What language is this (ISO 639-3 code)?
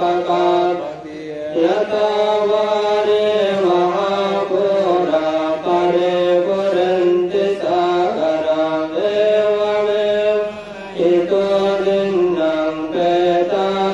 pli